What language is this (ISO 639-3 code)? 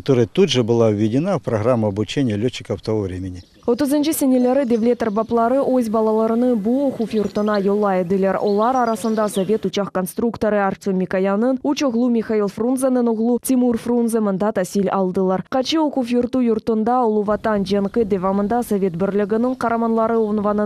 crh